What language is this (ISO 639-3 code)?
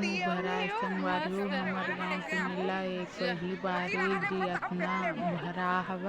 hne